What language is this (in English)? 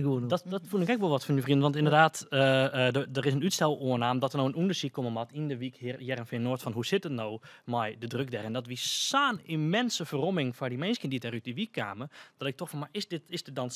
Western Frisian